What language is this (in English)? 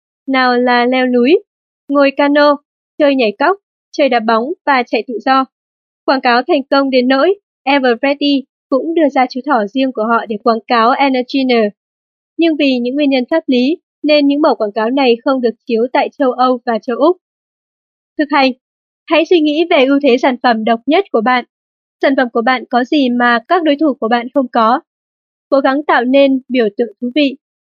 Vietnamese